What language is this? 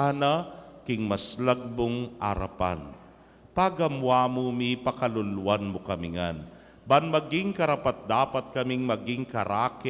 Pampanga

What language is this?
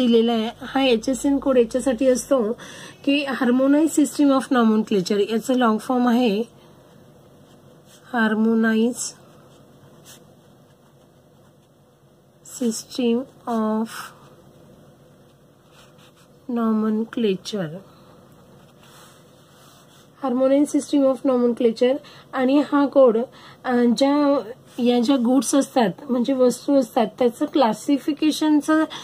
Marathi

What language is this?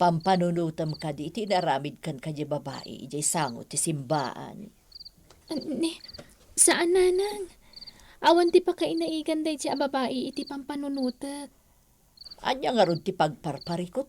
Iloko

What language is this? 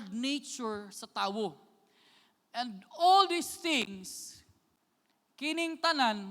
Cebuano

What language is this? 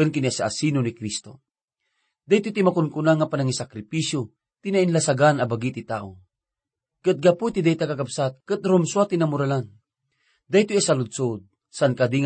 Iloko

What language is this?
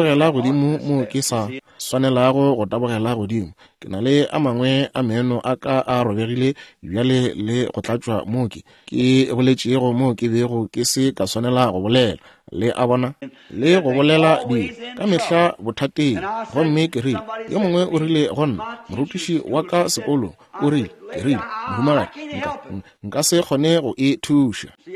Northern Sotho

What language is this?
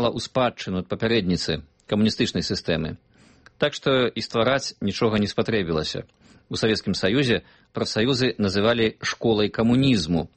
Belarusian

